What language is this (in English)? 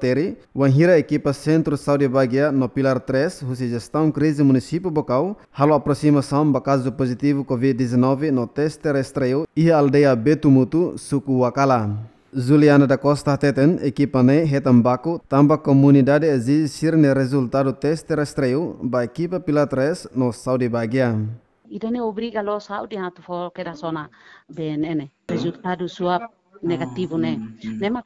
Tetum